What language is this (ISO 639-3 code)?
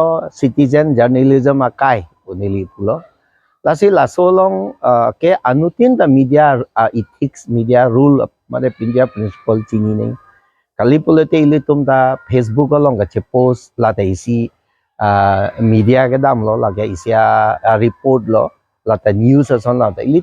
mjw